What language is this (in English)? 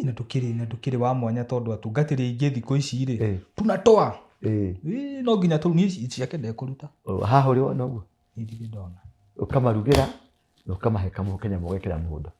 Kikuyu